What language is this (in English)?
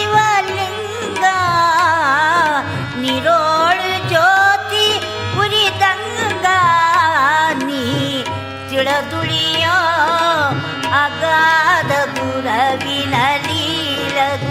Kannada